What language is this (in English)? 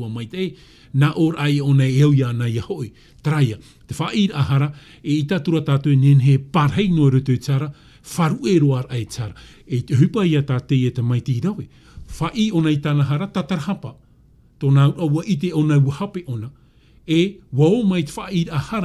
Tahitian